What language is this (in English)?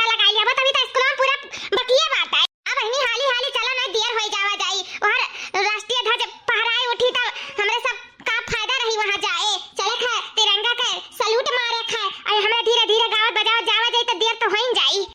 Awadhi